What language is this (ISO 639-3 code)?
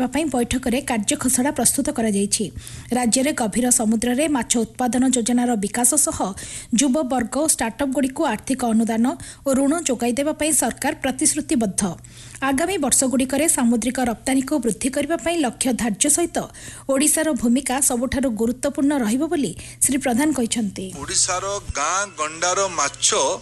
ori